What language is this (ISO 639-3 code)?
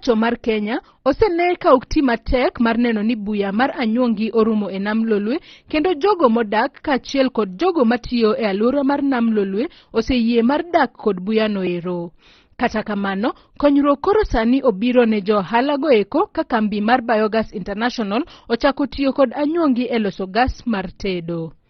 luo